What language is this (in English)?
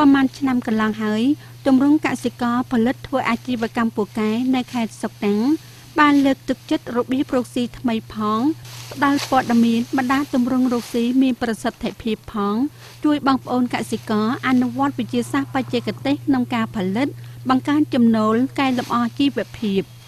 Khmer